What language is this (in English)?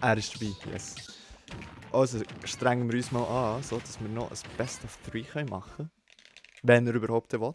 Swiss German